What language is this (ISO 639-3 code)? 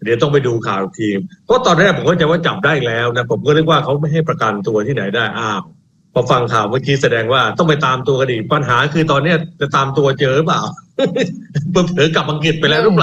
tha